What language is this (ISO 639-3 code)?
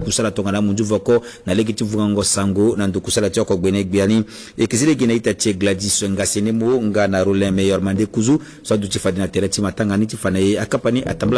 sag